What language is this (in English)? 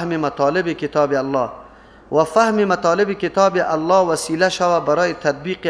Persian